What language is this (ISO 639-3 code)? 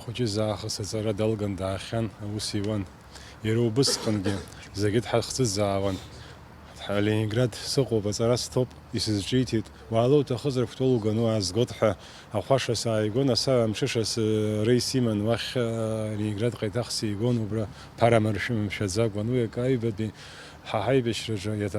abk